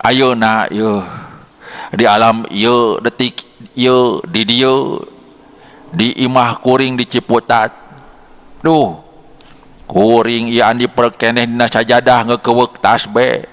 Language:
Sundanese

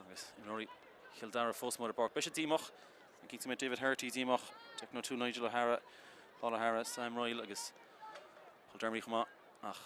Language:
Irish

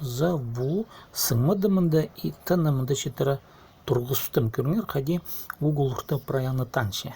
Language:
Khakas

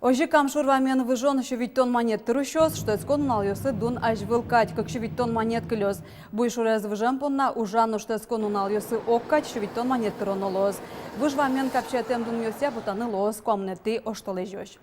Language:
Udmurt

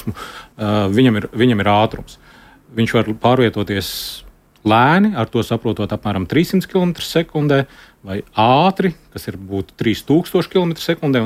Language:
Latvian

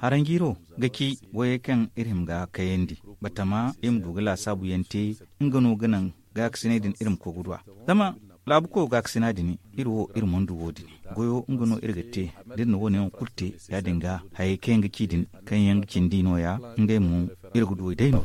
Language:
Zarma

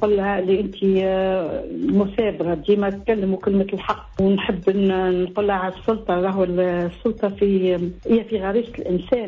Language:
Tunisian Arabic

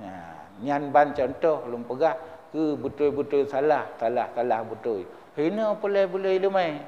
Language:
Achinese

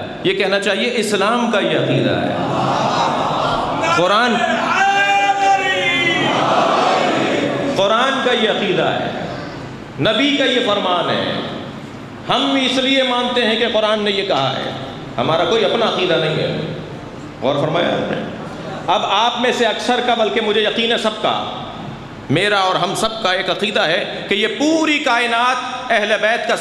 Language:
Urdu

